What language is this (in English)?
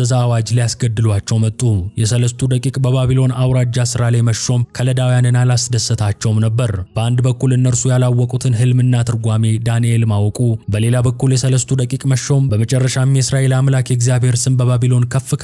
Amharic